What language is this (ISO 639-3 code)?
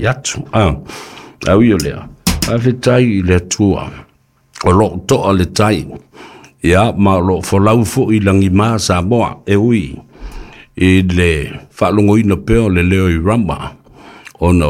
smo